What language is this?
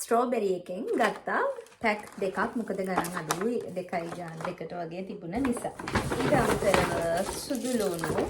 Sinhala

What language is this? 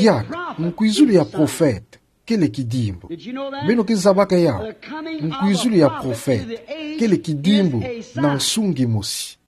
Kituba (Democratic Republic of Congo)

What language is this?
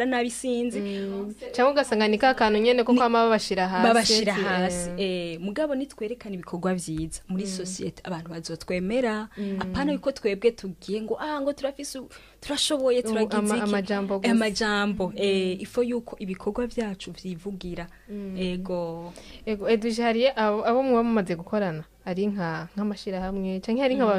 Rundi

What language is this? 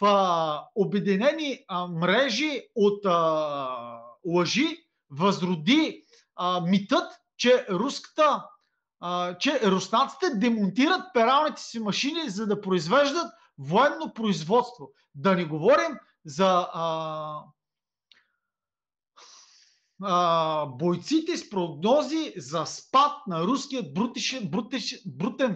Bulgarian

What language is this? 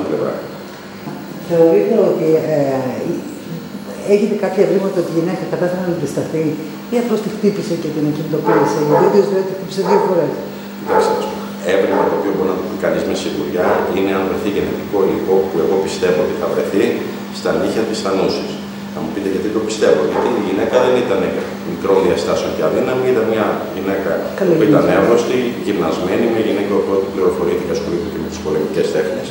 Greek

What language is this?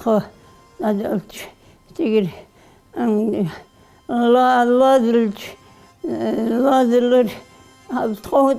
Ingush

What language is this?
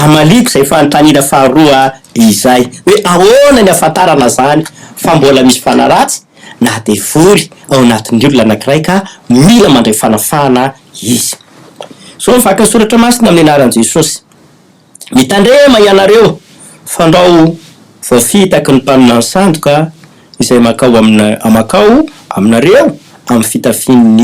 Malagasy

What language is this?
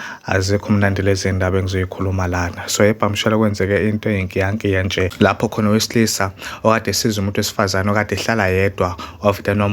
Zulu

